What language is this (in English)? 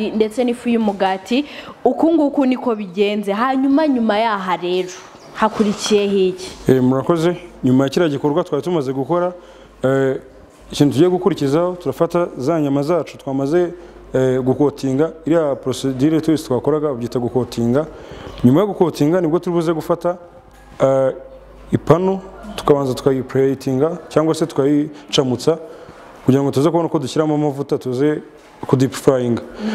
Kinyarwanda